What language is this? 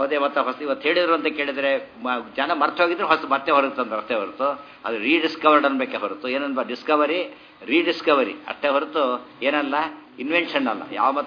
Kannada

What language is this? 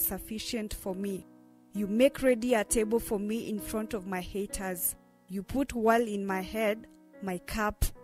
Kamba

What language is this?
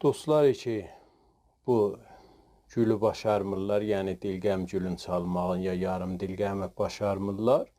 South Azerbaijani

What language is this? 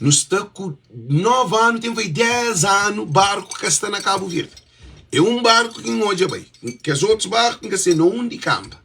Kabuverdianu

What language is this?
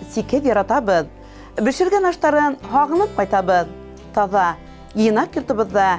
Bashkir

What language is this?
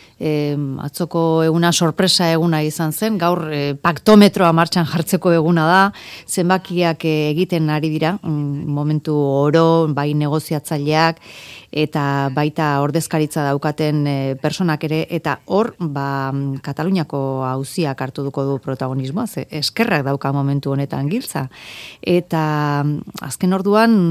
Basque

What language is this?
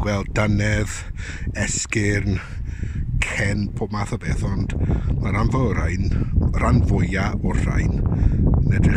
Welsh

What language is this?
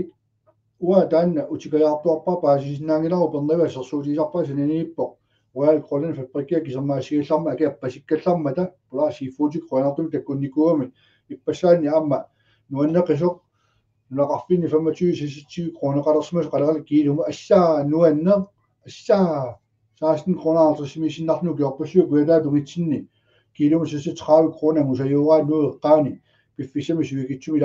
Kalaallisut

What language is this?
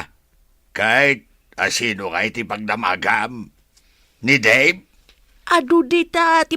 Iloko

